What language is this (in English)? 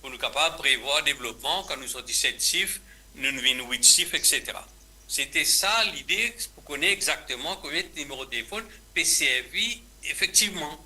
Morisyen